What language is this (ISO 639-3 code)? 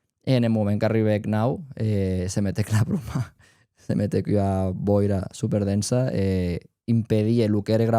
oci